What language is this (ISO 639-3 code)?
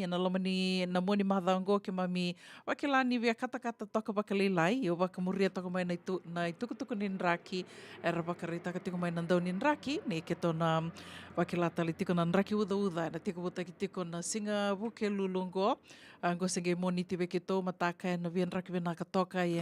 fij